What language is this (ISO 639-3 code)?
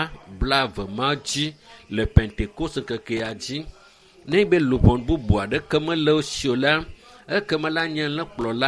ewe